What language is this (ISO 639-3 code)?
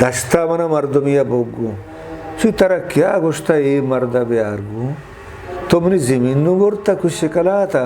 bgp